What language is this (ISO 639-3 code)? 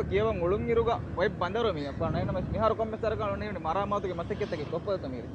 div